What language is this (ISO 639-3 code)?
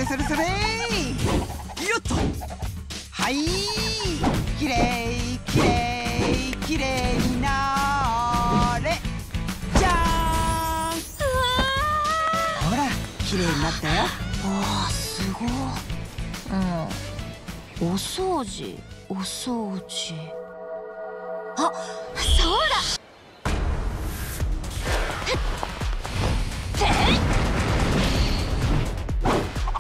jpn